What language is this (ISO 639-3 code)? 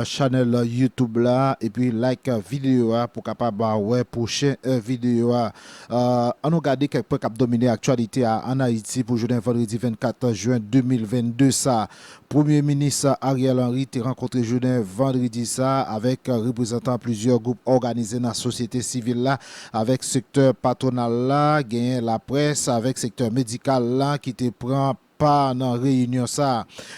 hat